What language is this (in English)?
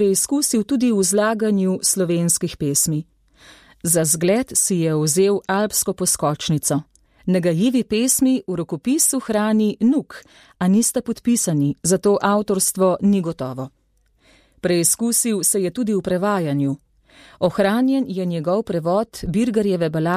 Slovenian